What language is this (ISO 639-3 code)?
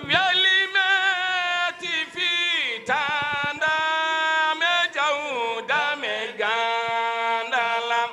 ful